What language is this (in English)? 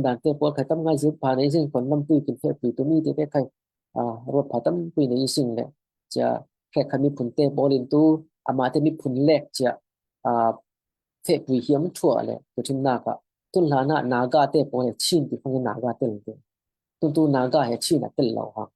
Falam Chin